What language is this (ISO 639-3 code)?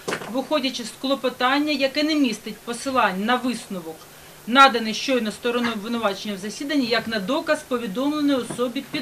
ukr